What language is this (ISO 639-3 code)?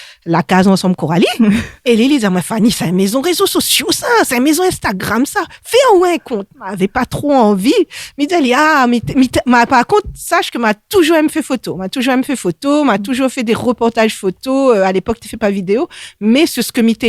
rcf